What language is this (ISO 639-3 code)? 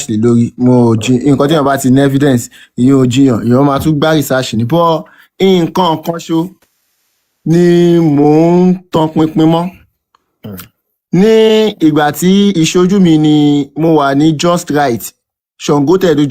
yor